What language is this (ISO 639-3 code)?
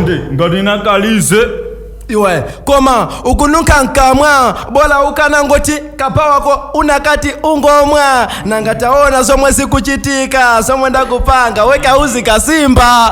nya